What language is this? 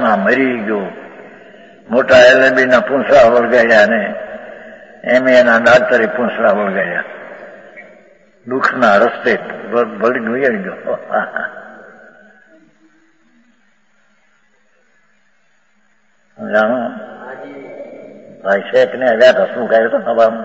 Gujarati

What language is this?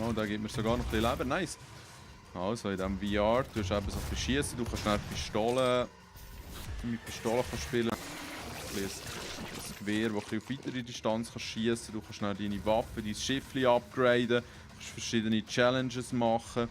Swiss German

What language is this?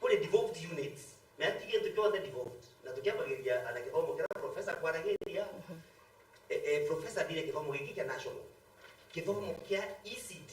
Meru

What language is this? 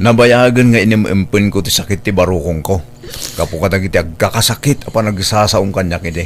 Iloko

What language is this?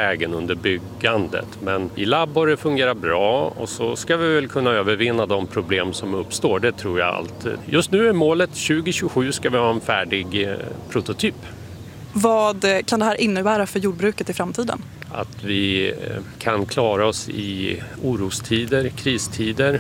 Swedish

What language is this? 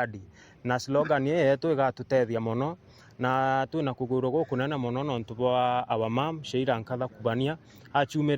Meru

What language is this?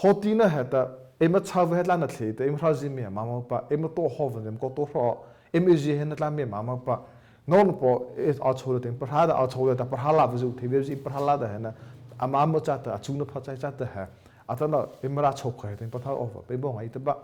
Mara Chin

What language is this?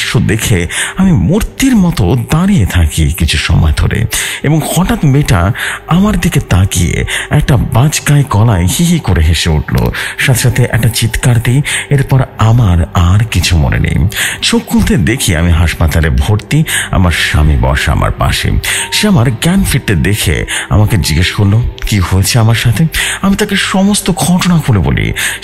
Bangla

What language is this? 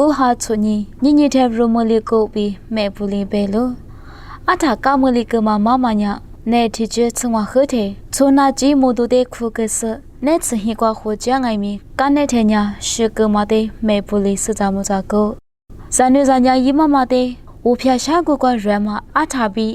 Lisu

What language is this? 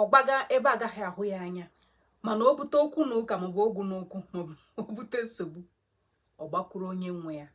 Igbo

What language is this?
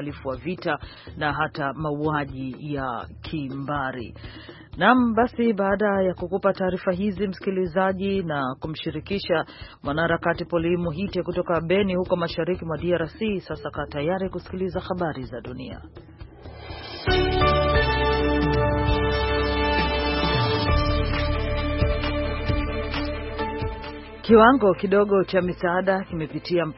Swahili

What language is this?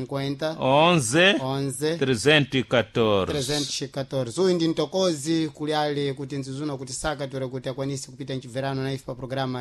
Sena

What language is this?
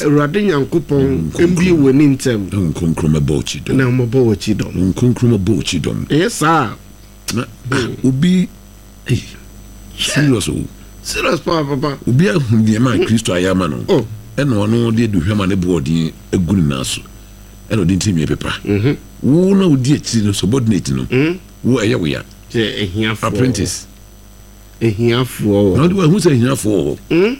Akan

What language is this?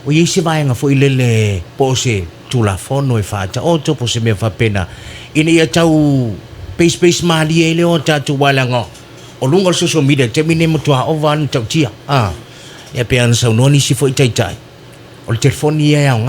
Samoan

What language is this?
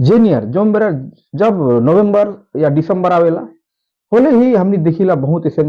Sadri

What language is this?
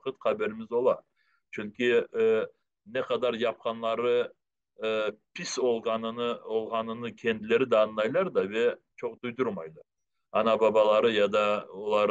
Crimean Tatar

